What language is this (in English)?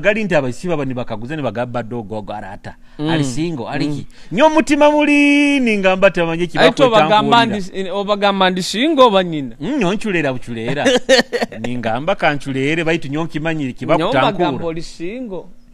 Nyoro